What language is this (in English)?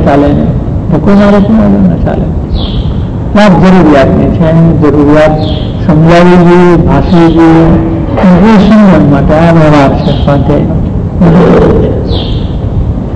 Gujarati